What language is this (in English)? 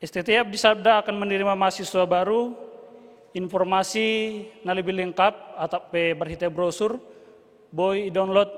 Batak Simalungun